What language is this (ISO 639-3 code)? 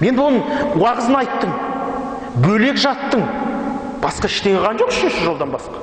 kaz